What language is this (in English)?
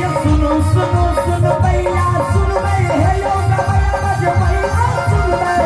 Maithili